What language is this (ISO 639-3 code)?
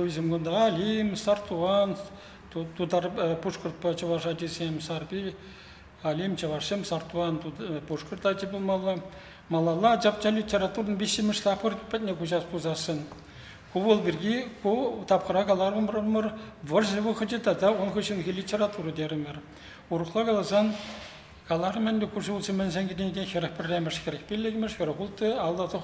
chv